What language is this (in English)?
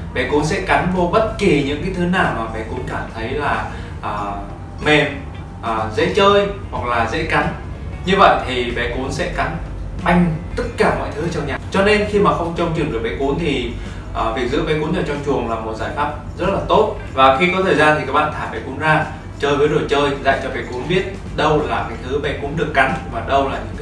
Vietnamese